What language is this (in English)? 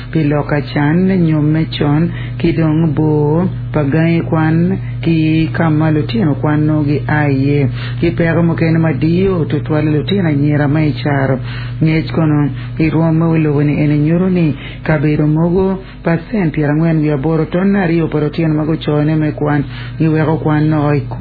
Acoli